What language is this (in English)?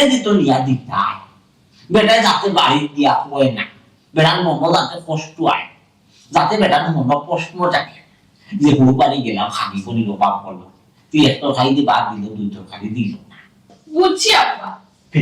Sylheti